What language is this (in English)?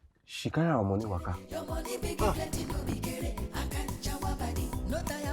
Nigerian Pidgin